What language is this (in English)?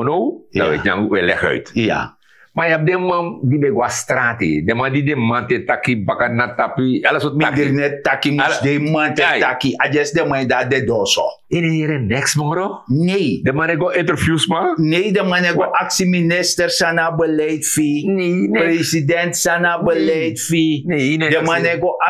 Sranan Tongo